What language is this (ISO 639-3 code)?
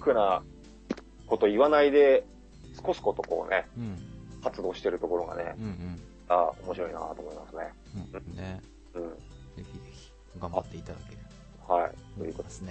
jpn